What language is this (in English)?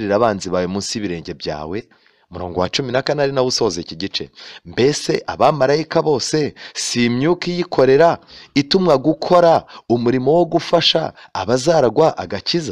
Kinyarwanda